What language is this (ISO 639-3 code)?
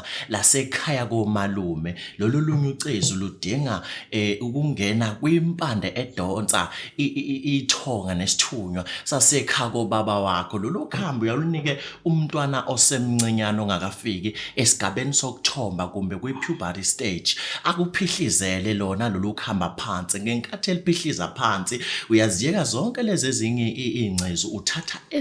zul